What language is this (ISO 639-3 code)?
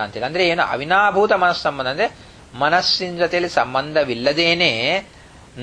kan